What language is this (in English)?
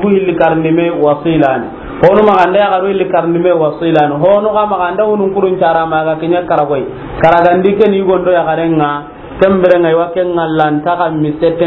Soninke